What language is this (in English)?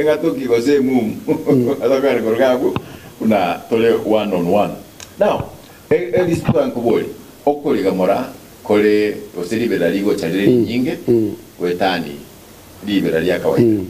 Gusii